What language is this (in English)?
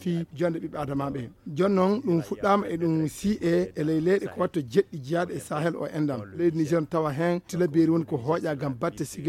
Fula